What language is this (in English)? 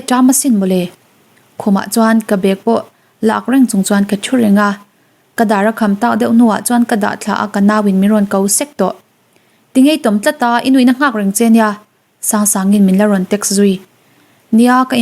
Mizo